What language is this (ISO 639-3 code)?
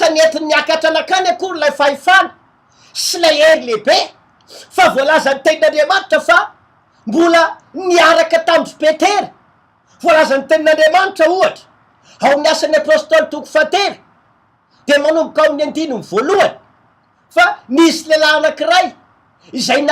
mlg